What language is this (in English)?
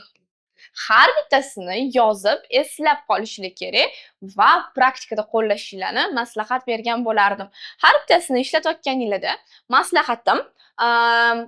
Uzbek